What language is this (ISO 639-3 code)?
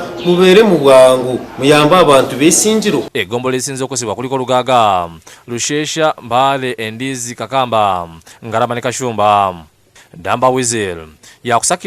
lug